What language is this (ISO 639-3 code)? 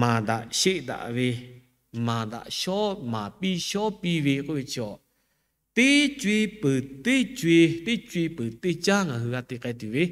lhu